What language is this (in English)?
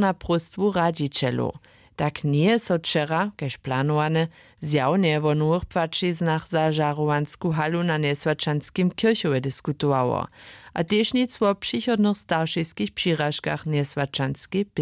Upper Sorbian